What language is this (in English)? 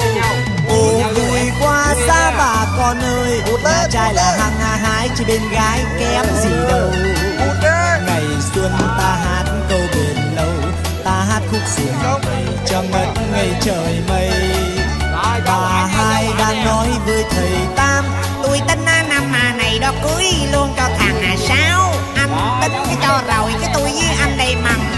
Vietnamese